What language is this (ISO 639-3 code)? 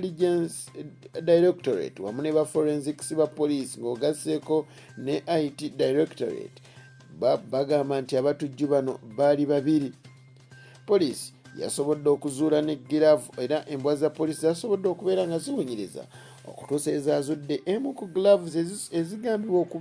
lug